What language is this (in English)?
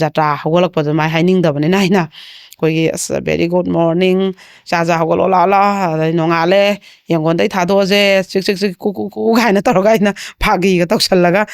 Manipuri